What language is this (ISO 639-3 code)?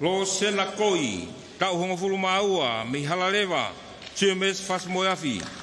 ton